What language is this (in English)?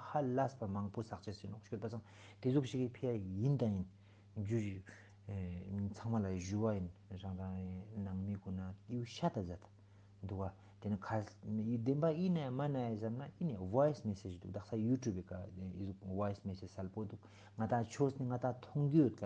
Ladakhi